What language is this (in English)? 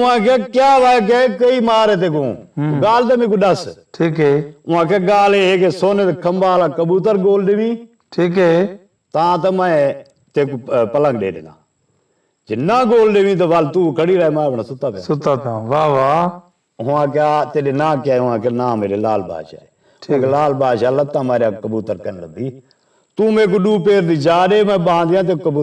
Saraiki